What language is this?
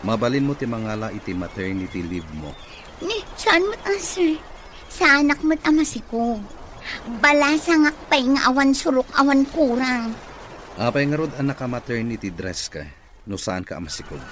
Iloko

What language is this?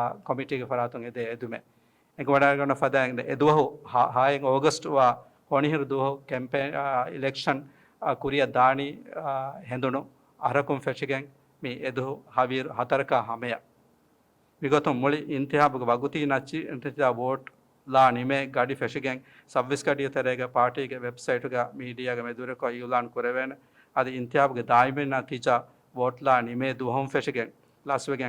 Divehi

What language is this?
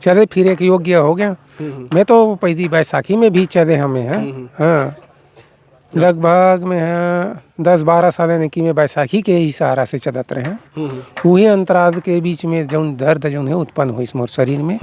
Chhattisgarhi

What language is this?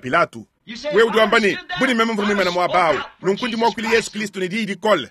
Luba-Lulua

